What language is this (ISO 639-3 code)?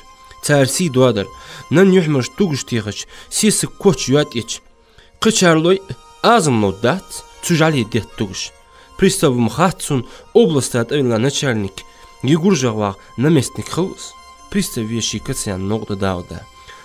inh